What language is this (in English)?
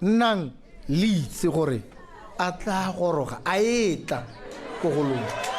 Tswana